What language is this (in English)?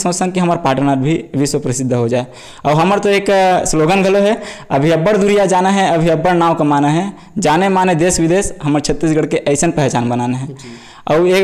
Chhattisgarhi